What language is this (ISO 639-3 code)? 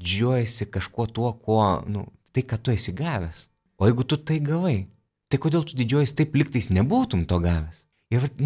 lit